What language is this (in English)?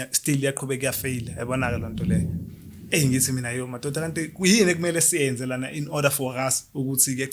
Zulu